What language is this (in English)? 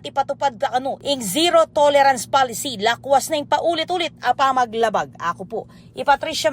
Pampanga